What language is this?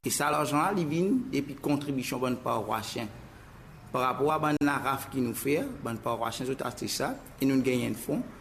Morisyen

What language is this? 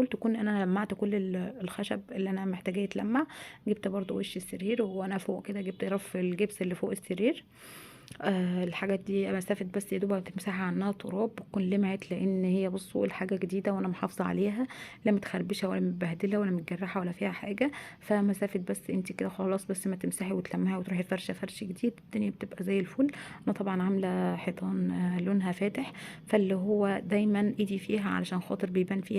Egyptian Arabic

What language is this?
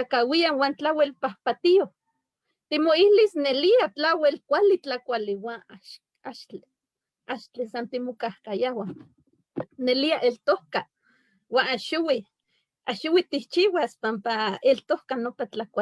Eastern Huasteca Nahuatl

